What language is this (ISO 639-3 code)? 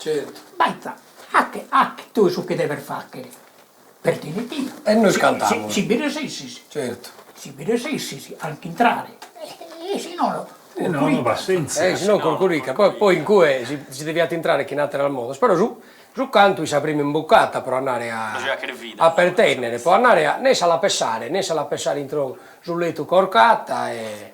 srd